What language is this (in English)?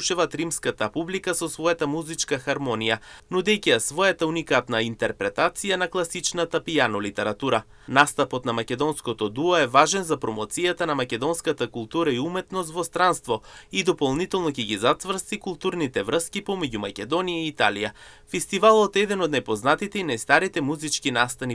Macedonian